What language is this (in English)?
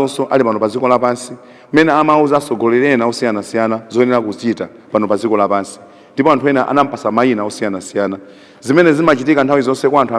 Nyanja